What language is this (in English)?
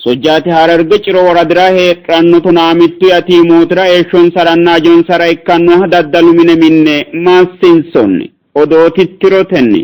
Sidamo